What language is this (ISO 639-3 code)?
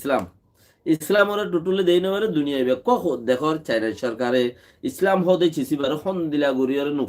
rhg